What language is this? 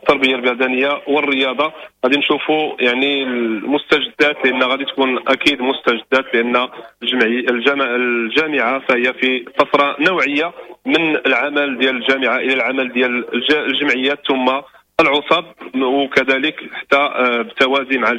Moroccan Arabic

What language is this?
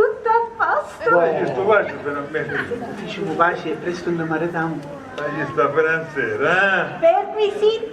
Sicilian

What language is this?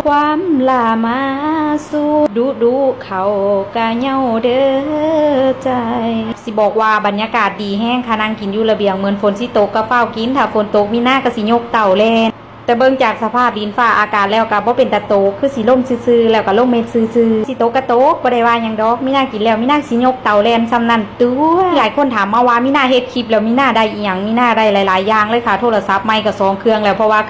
Northeastern Thai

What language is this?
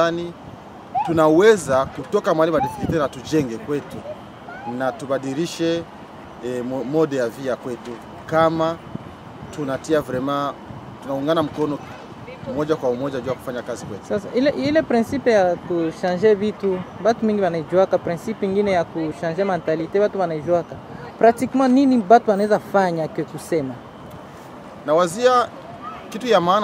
Swahili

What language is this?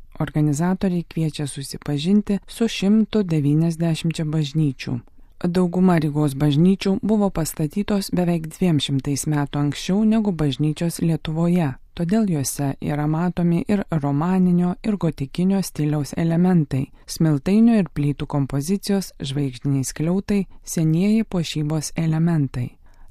Lithuanian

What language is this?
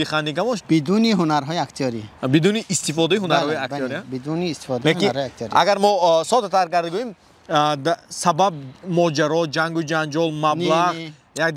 Tajik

